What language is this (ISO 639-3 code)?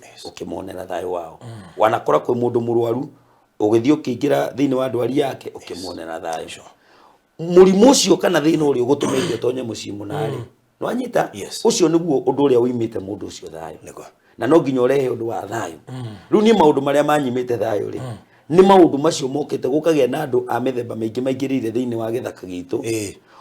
kik